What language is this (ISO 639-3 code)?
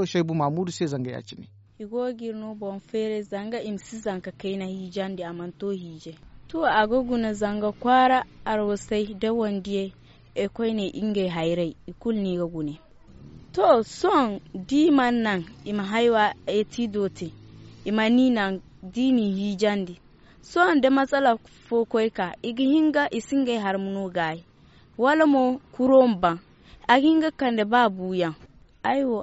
dje